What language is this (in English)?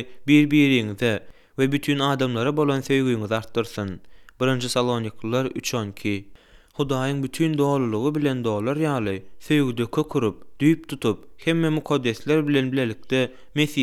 Turkmen